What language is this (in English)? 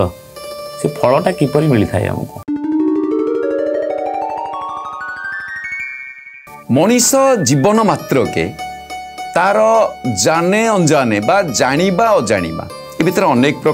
Odia